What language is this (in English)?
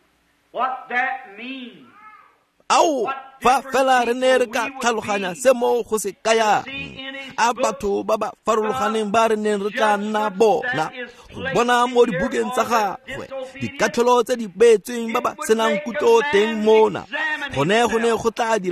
Tswana